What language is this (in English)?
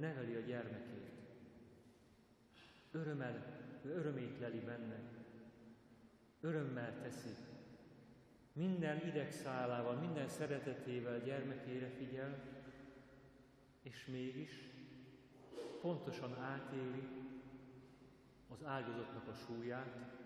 Hungarian